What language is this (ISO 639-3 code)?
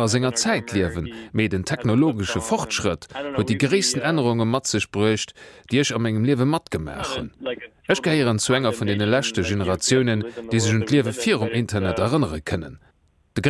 ltz